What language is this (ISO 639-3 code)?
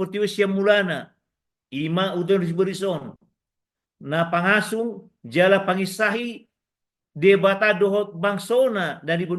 bbc